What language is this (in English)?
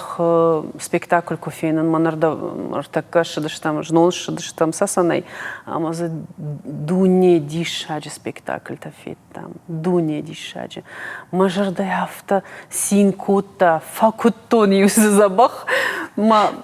Ossetic